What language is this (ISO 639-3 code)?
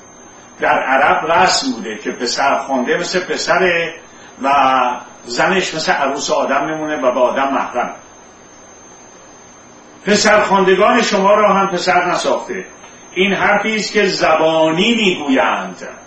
fas